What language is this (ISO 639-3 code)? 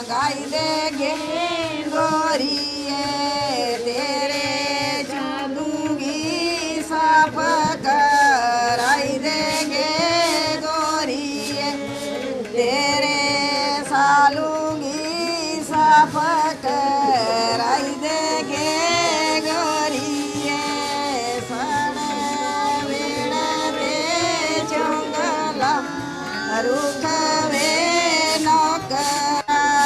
doi